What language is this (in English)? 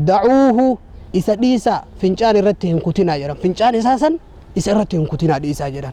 Oromo